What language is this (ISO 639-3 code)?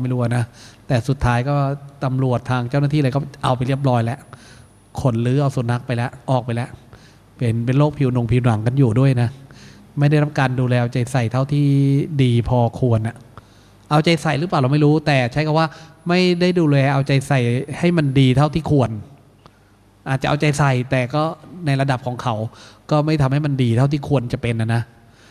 tha